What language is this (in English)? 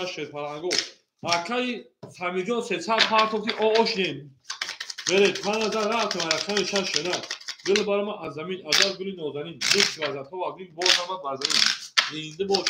Tajik